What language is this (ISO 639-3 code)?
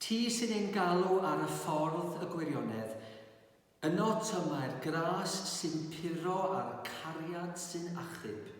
cym